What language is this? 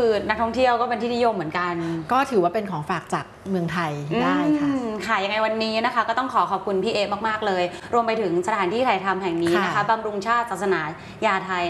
Thai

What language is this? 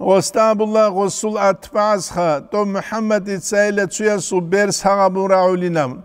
Avaric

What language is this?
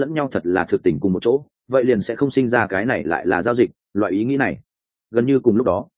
Vietnamese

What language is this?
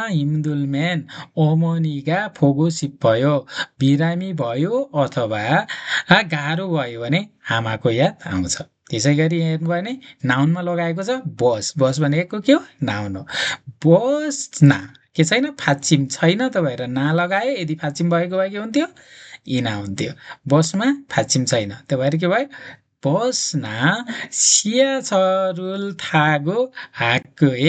Nepali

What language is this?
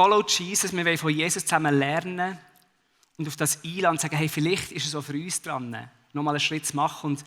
Swiss German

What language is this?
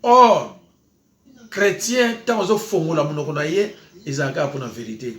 Lingala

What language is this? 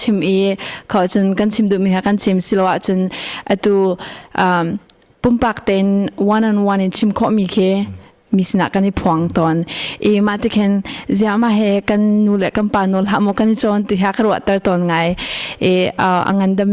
Hakha Chin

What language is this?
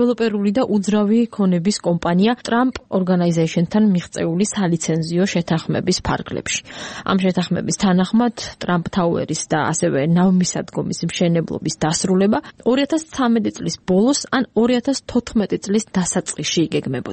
Georgian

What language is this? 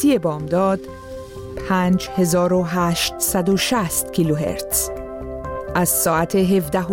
Persian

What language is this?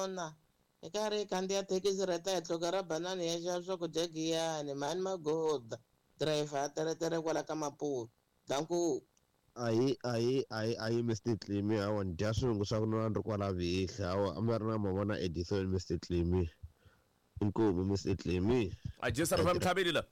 Tsonga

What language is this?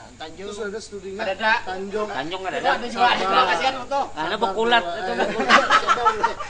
Banjar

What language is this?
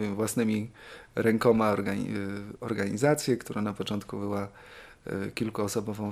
Polish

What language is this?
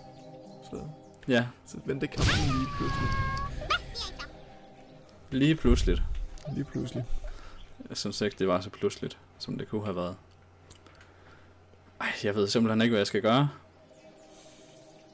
Danish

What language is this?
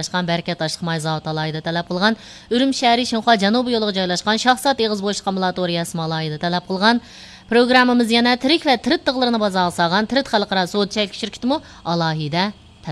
Uyghur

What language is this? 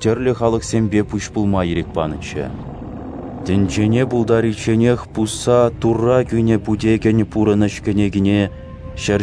Chuvash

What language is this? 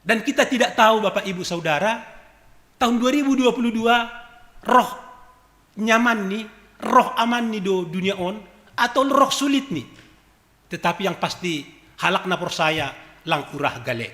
Batak Simalungun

